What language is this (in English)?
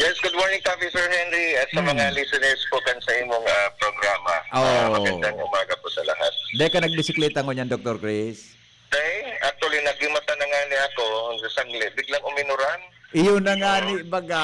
Bikol